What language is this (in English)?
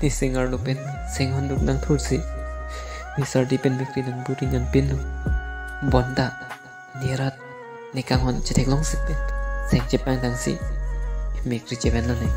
Karbi